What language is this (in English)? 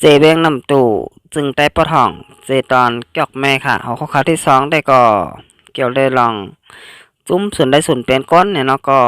Shan